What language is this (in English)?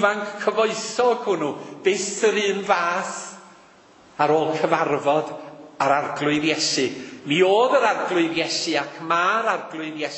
Welsh